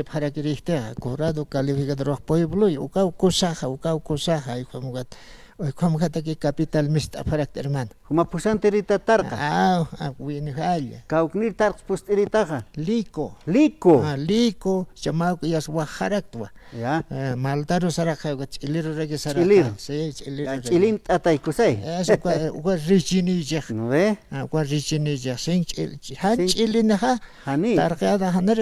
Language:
Aymara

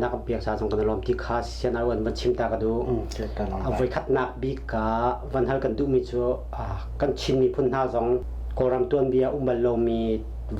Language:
Hakha Chin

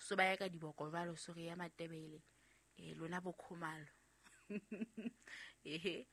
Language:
Southern Sotho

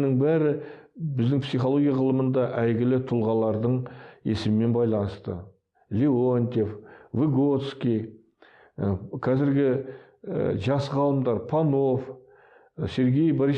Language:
Kazakh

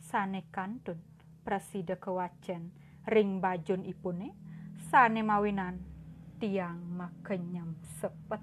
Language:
Balinese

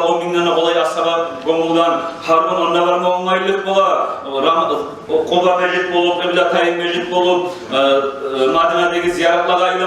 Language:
Kumyk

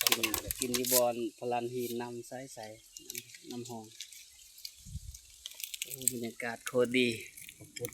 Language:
Lao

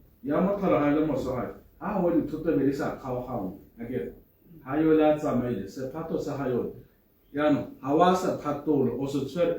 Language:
Tswana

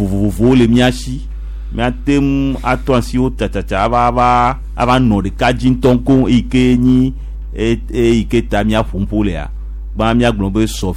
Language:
Gen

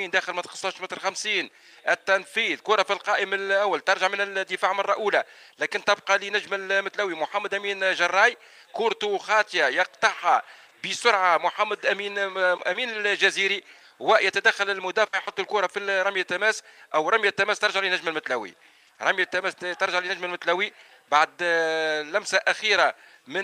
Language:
Tunisian Arabic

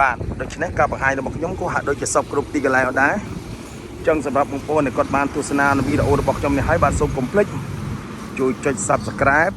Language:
Khmer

